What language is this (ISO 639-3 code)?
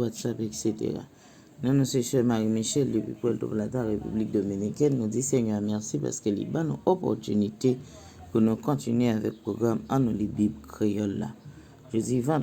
hat